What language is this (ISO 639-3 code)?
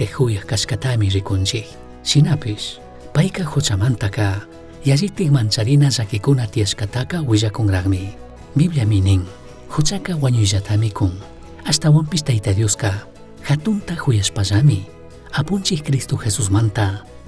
qug